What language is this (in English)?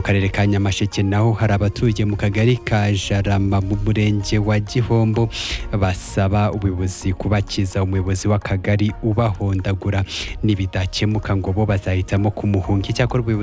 Kinyarwanda